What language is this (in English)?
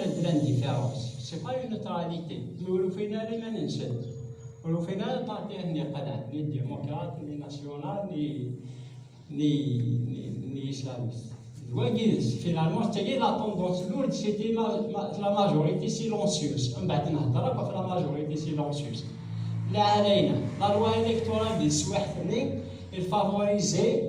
Kabyle